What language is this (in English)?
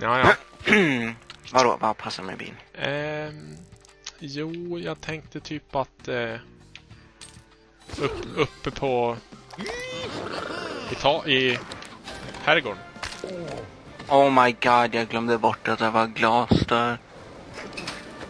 Swedish